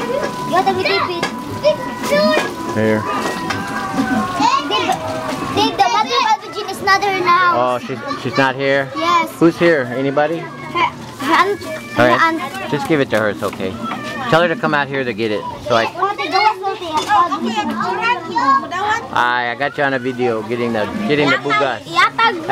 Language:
English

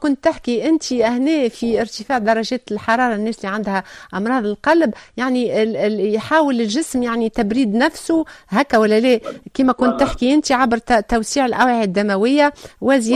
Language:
Tunisian Arabic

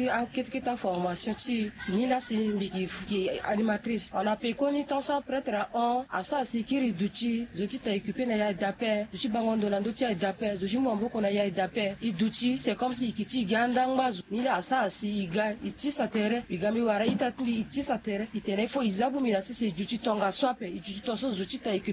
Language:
Sango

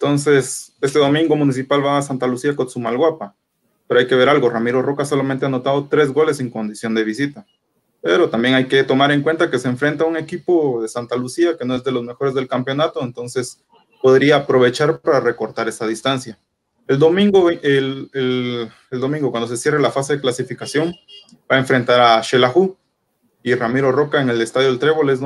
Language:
Spanish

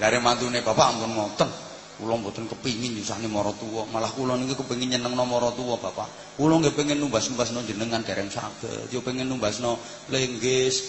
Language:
Javanese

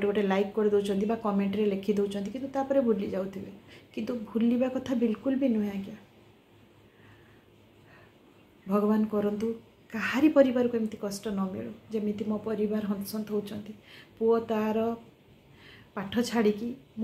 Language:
Odia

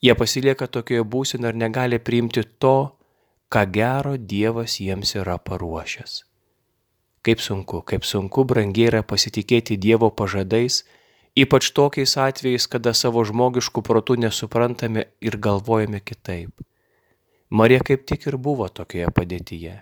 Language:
Lithuanian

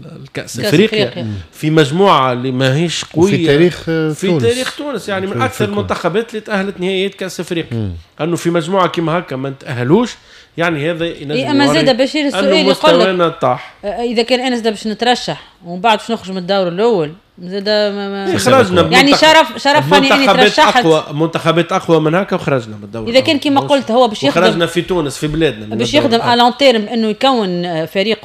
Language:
Tunisian Arabic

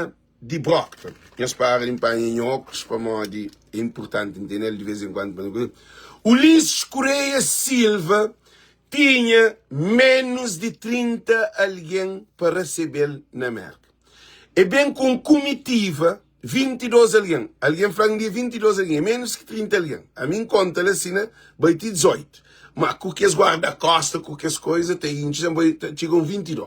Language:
Kabuverdianu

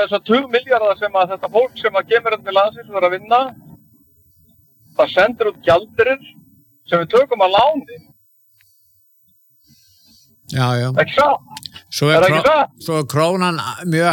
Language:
Icelandic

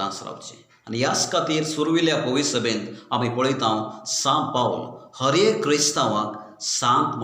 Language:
Konkani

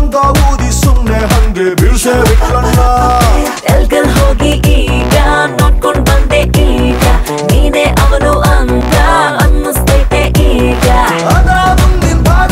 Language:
Kannada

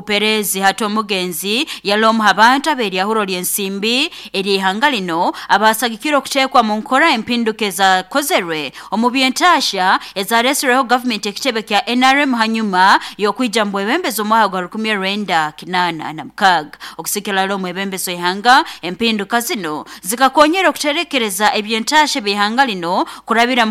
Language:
Nyoro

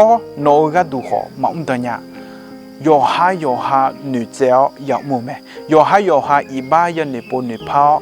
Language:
Akha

